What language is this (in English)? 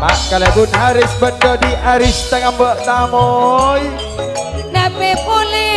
Madurese